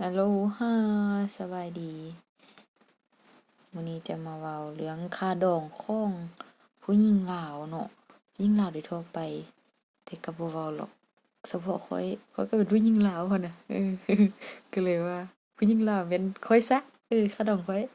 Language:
Lao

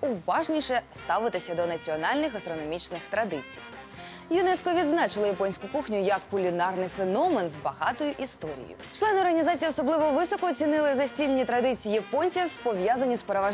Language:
Ukrainian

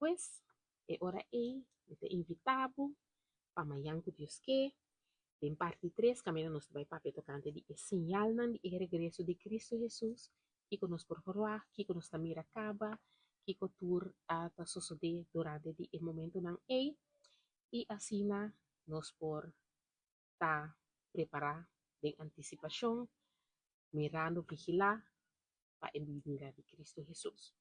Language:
Papiamento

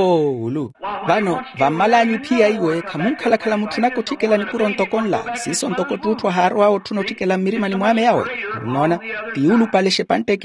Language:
Makhuwa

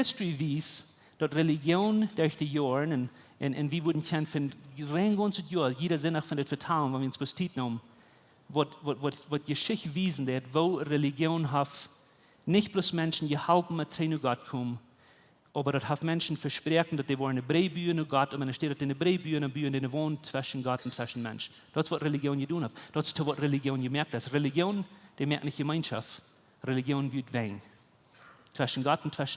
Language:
Plautdietsch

